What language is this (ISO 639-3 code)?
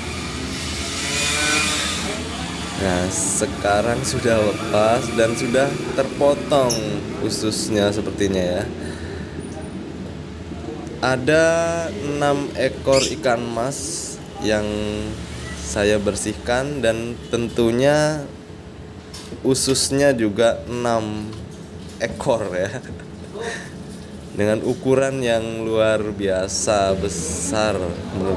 ind